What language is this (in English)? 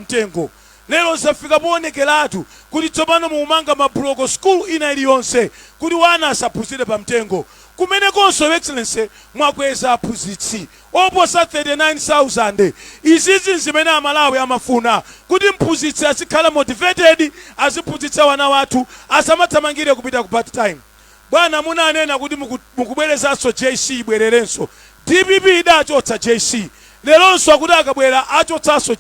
Nyanja